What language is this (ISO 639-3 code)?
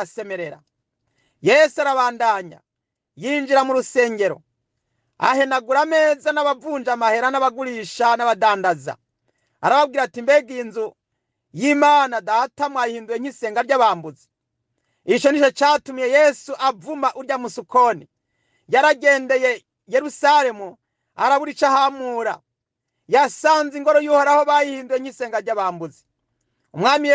run